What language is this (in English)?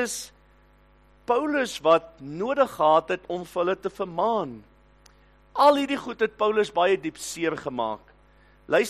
Afrikaans